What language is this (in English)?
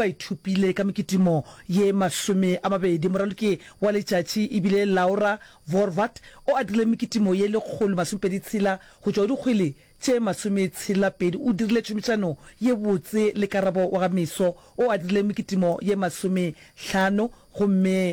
Northern Sotho